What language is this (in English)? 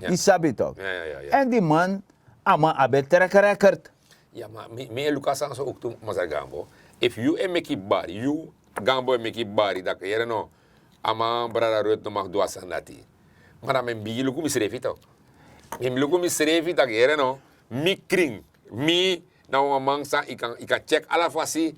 Sranan Tongo